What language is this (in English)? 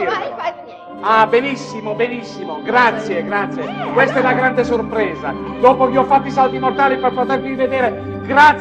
Italian